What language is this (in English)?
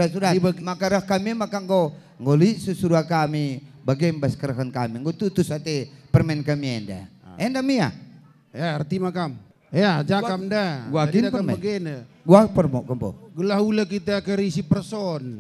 Batak Karo